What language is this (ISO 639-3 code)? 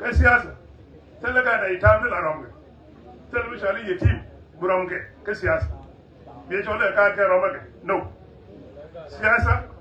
nus